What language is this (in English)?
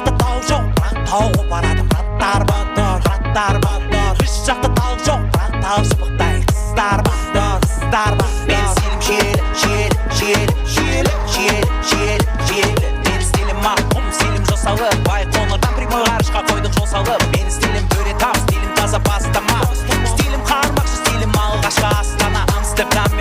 Kara-Kalpak